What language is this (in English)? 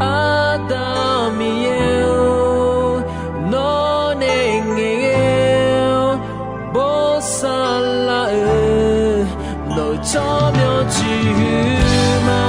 Akha